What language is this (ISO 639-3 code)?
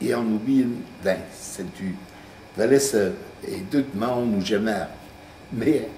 bre